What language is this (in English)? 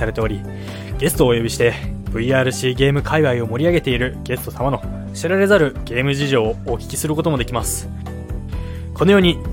Japanese